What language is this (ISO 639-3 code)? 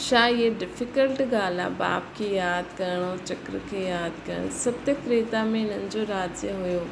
snd